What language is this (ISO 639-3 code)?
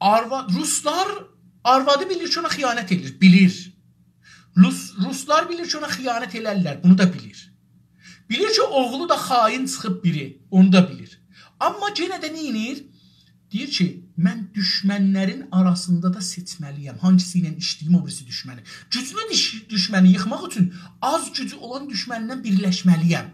azb